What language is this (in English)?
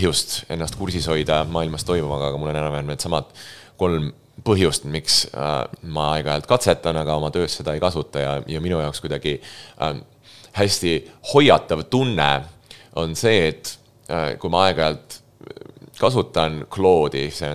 Estonian